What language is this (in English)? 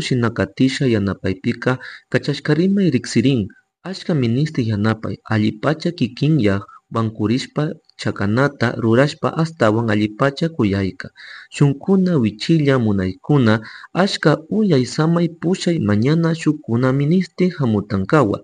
Chimborazo Highland Quichua